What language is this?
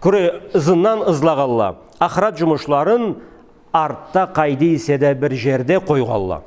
Karachay-Balkar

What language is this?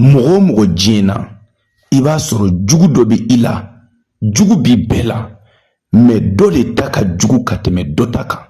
Bambara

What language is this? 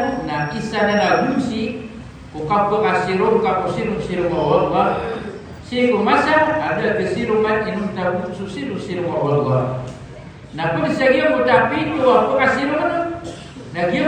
Maranao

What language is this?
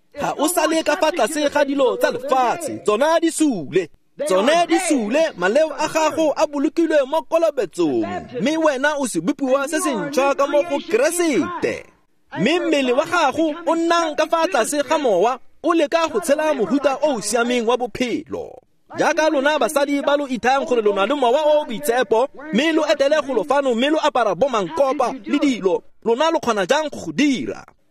Tswana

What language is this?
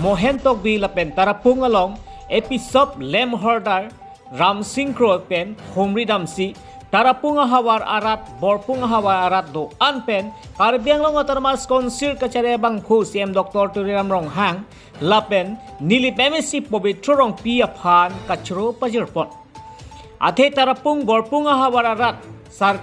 Karbi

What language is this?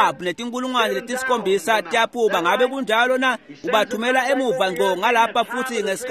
Swati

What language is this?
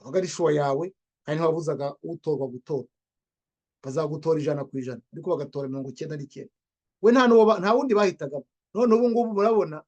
Kinyarwanda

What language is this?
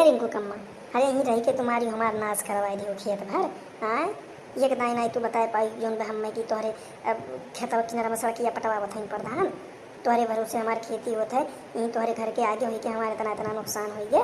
Awadhi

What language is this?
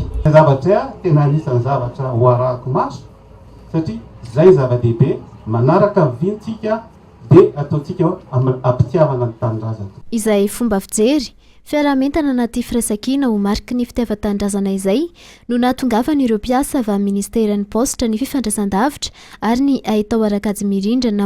Malagasy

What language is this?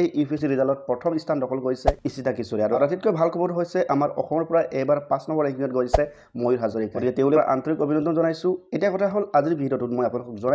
Assamese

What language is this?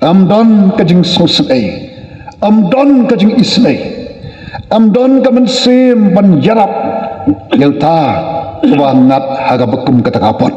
Khasi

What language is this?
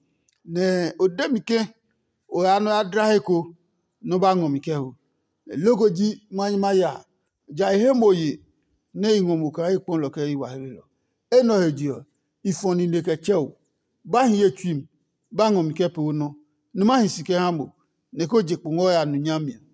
Adangme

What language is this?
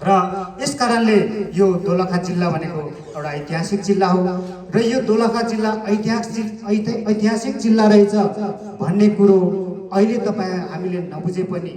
Nepali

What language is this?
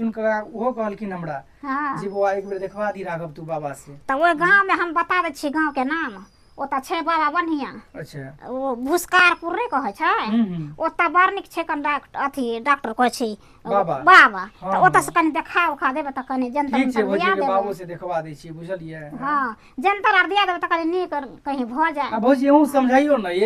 Maithili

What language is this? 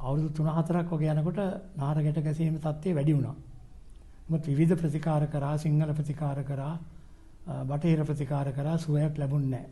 Sinhala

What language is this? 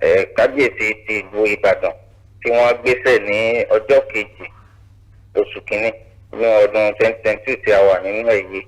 Yoruba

